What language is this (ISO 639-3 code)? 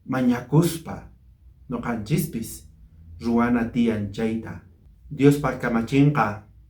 quh